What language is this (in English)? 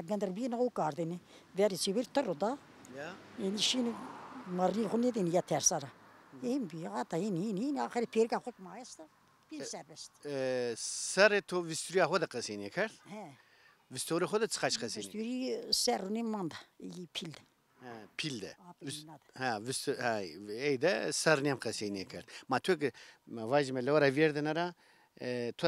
Zaza